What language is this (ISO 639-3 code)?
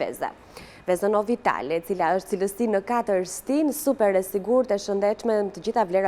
sqi